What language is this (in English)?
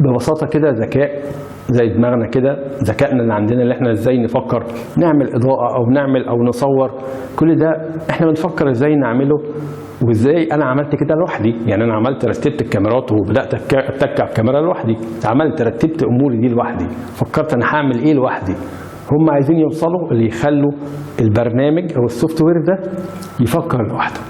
Egyptian Arabic